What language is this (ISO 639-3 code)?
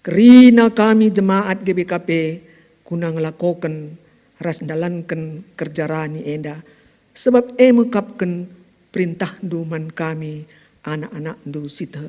btx